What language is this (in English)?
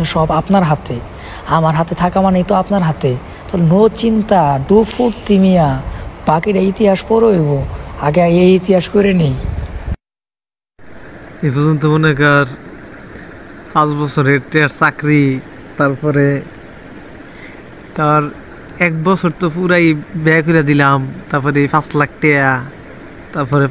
Bangla